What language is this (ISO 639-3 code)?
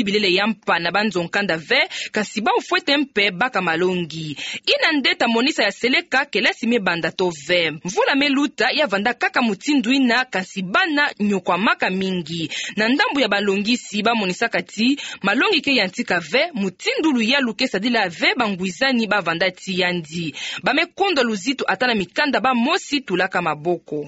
ktu